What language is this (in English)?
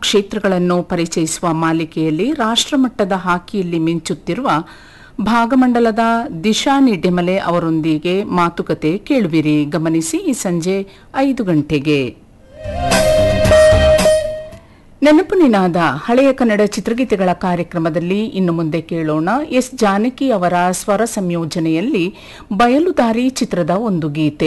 Kannada